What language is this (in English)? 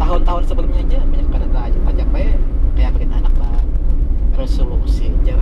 Banjar